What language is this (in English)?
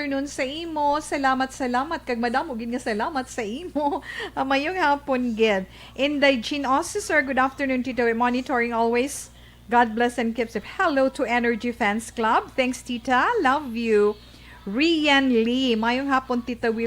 Hiligaynon